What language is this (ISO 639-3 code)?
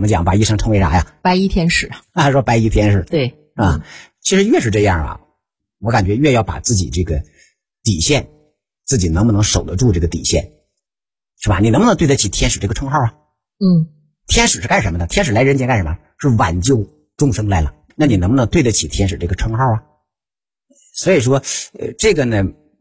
zho